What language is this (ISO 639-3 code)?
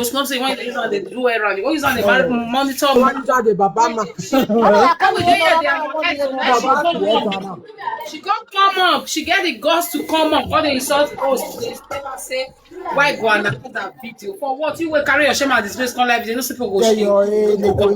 pcm